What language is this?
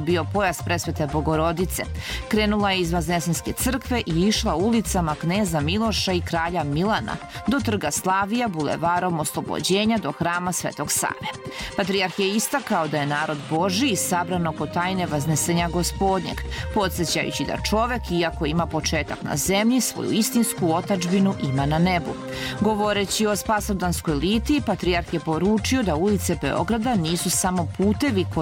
Serbian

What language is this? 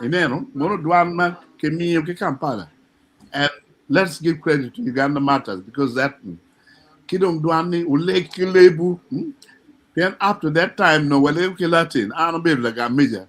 Acoli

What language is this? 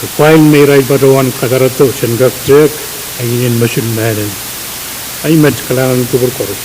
Pohnpeian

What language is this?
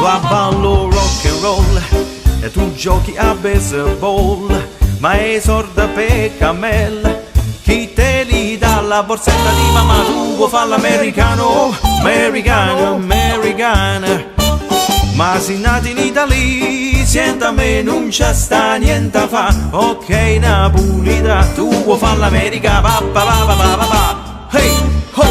Neapolitan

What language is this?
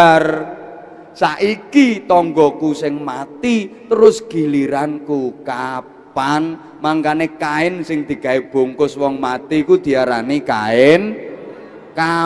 Javanese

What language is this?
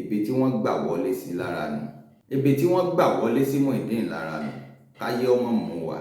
Yoruba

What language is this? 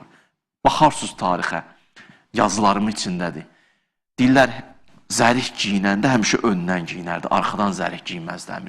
Azerbaijani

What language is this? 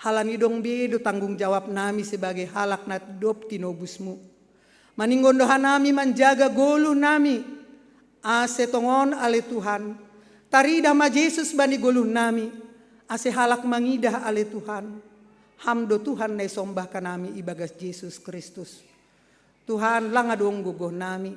Batak Simalungun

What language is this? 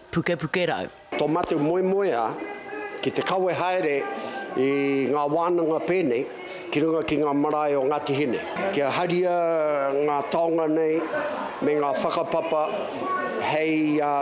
Māori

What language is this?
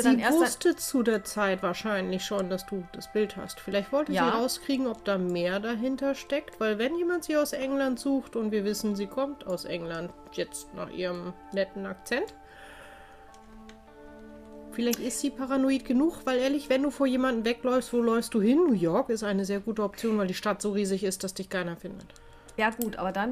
German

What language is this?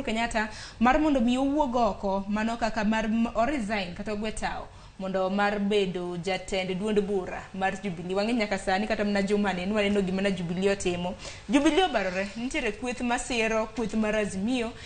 Luo (Kenya and Tanzania)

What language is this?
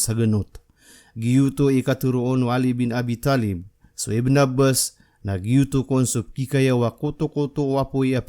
Maranao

